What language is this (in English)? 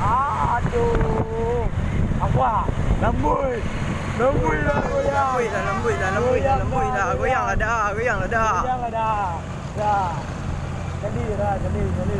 Minangkabau